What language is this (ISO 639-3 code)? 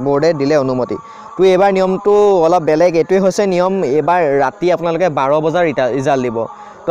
asm